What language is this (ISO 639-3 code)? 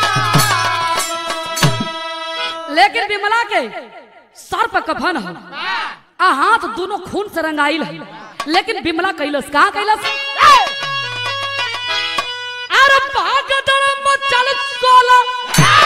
bho